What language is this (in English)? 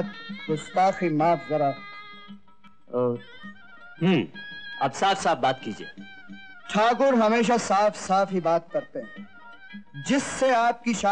Hindi